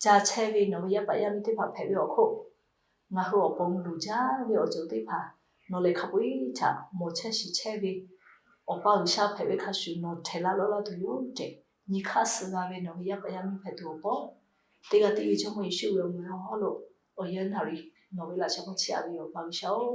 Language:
Lahu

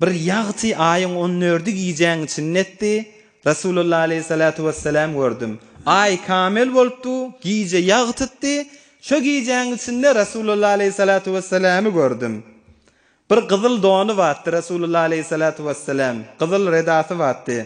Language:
Turkmen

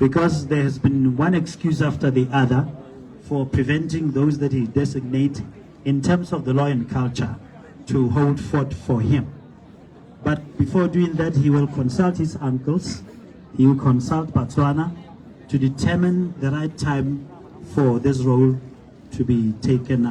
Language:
Tswana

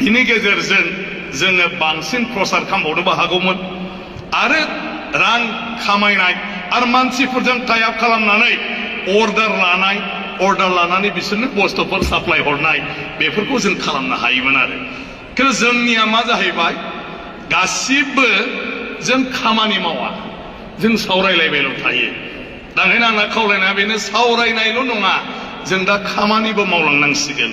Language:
Bodo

